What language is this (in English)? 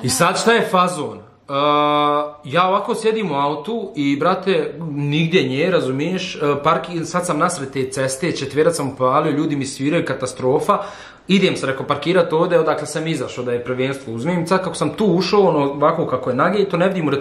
Bosnian